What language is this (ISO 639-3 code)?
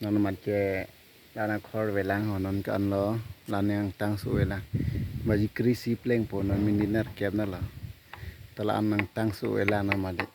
mjw